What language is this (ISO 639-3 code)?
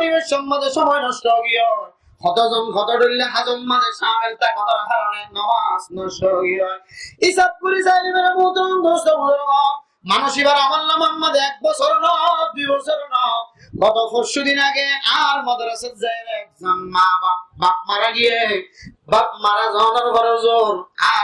rhg